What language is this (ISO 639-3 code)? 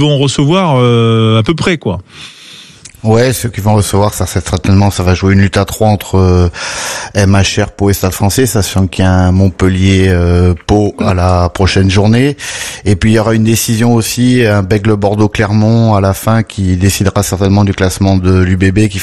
fra